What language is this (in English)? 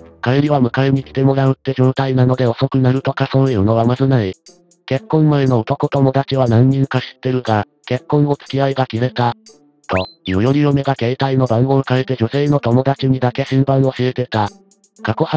Japanese